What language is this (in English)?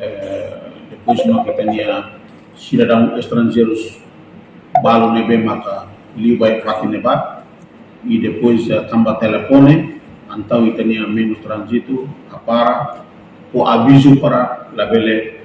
Tetum